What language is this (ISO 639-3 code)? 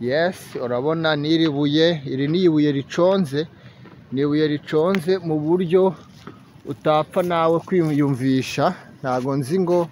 kin